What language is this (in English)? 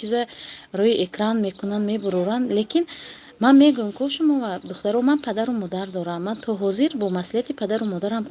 Tajik